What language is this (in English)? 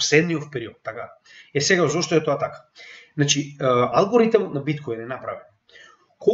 Macedonian